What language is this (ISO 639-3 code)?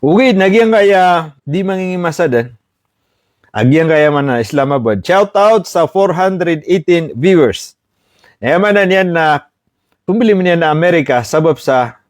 mrw